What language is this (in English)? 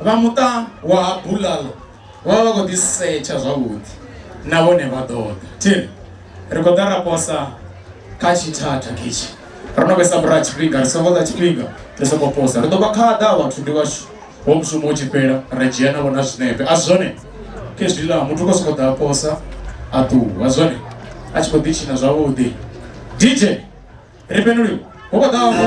Venda